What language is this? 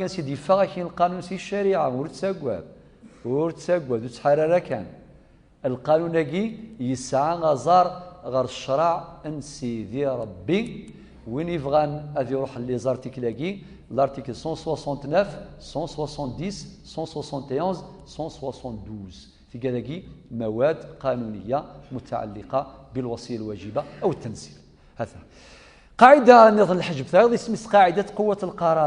Kabyle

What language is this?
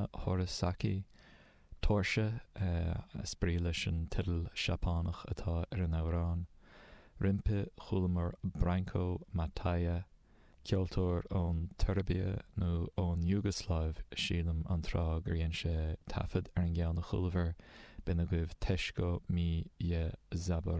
Irish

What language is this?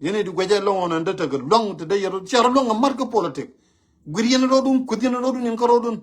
Nuer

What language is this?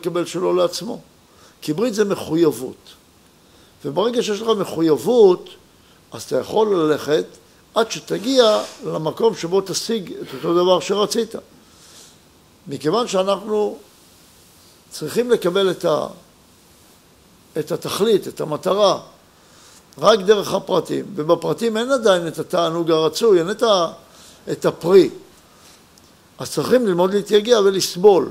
Hebrew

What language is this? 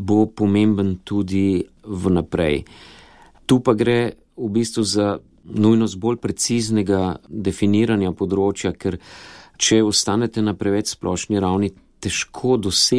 Slovenian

